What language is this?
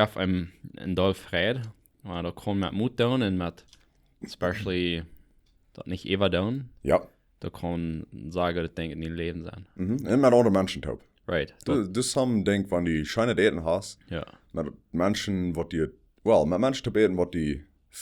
Plautdietsch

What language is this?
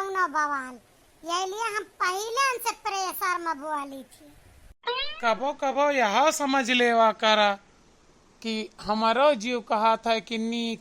Awadhi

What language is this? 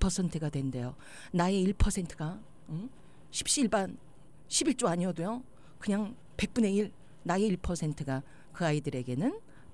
Korean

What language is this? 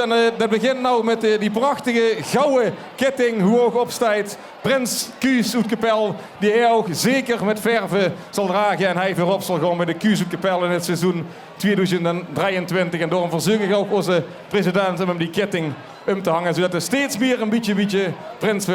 Limburgish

